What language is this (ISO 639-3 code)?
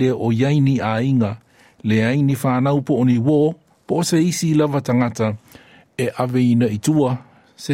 smo